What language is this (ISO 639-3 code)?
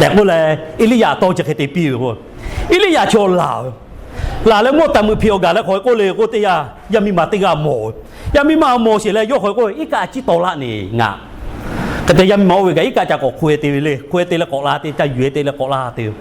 lhu